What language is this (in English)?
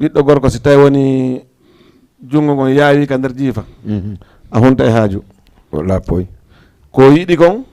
Fula